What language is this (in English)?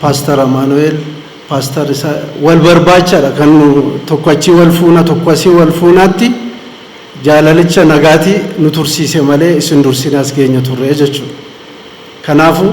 Oromo